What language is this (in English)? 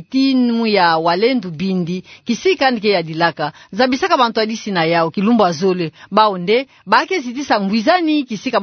Kituba (Democratic Republic of Congo)